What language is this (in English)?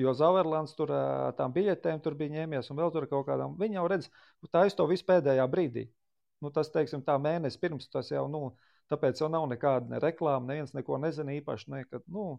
Latvian